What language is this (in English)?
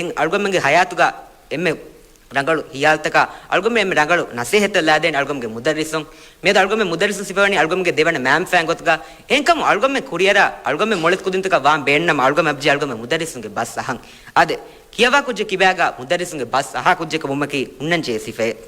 Divehi